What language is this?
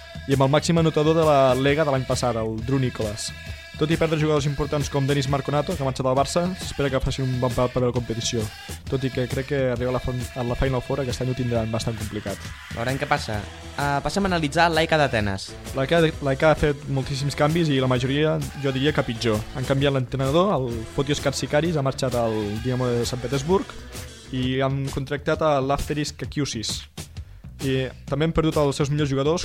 Catalan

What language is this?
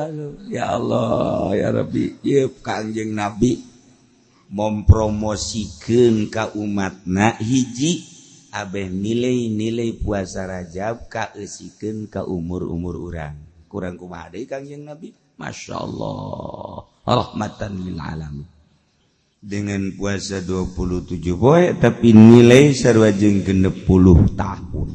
Sundanese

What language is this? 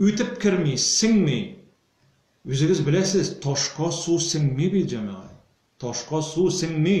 Tatar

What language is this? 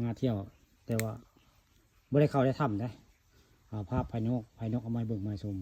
Northeastern Thai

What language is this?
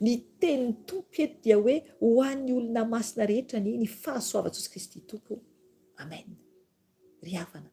Malagasy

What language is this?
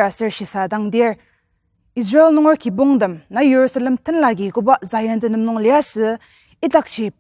Ao Naga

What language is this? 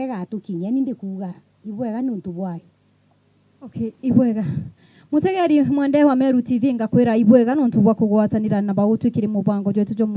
Meru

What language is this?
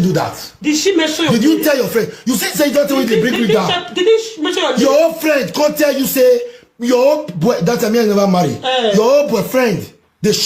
Nigerian Pidgin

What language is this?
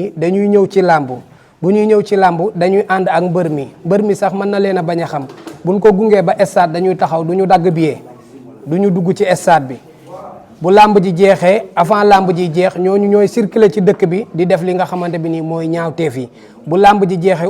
Wolof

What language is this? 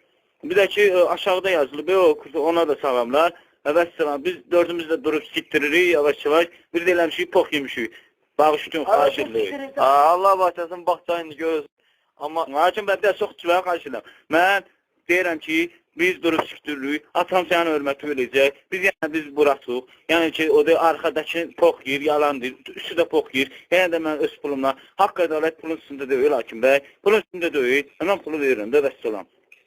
Azerbaijani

